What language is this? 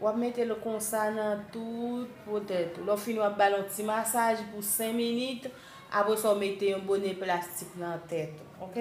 Haitian Creole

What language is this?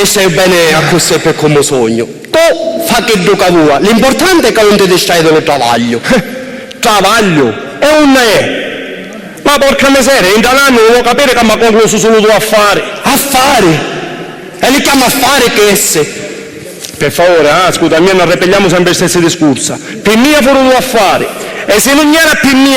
Sicilian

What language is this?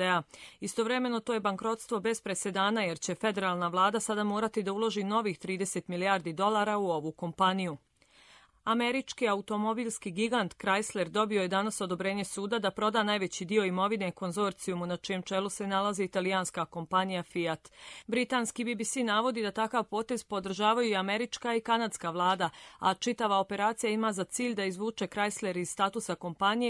Croatian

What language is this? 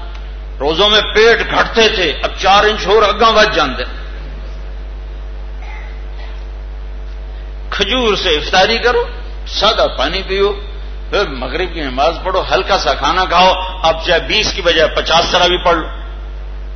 Urdu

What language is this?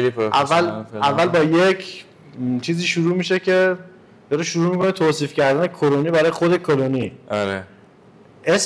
Persian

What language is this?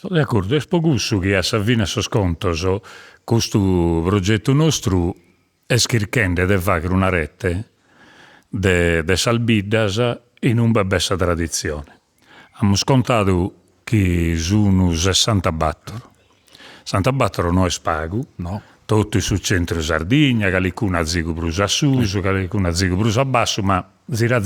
Sardinian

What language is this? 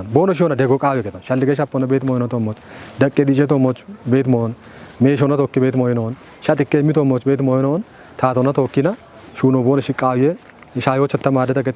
Kafa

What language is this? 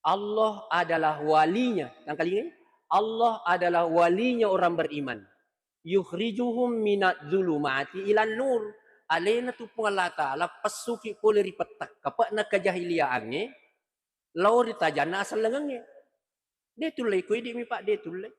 Buginese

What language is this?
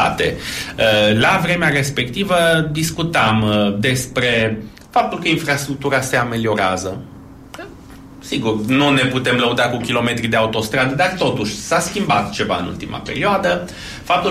Romanian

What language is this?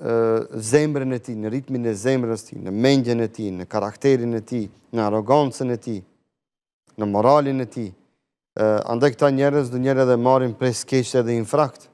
Albanian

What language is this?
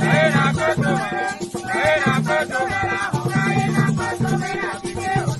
Ewe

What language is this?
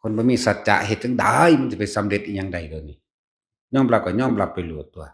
Northeastern Thai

